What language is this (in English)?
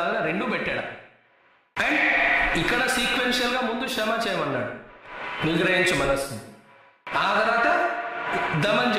Telugu